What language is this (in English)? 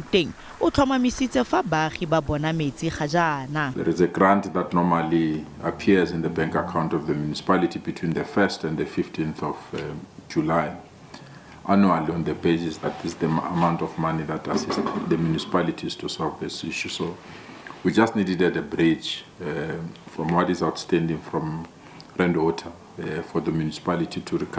Tswana